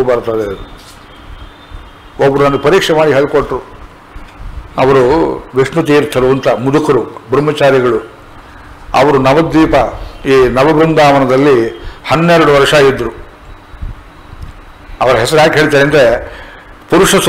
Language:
Kannada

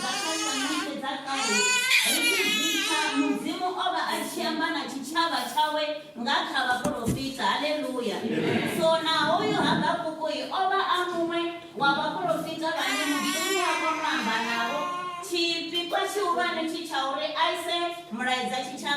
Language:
Venda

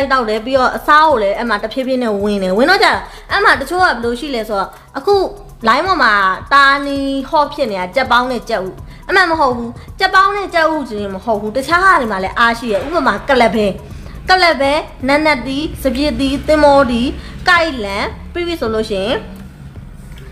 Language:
Burmese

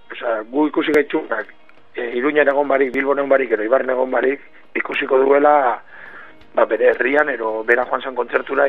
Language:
Basque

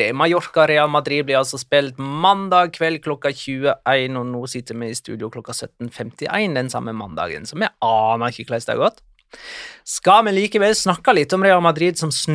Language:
Norwegian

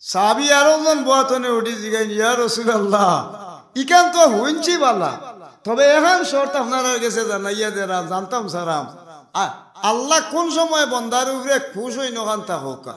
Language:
Sylheti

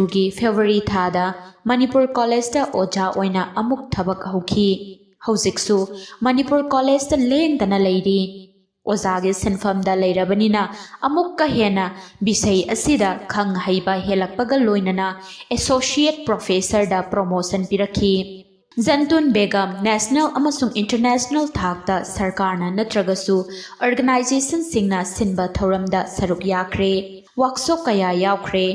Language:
Manipuri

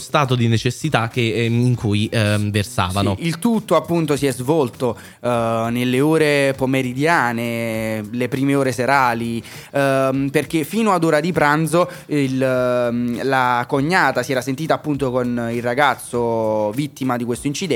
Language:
Italian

